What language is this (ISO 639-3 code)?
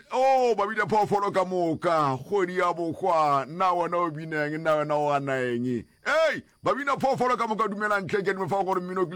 nso